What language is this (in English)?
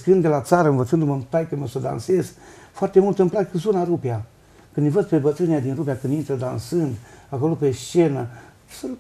Romanian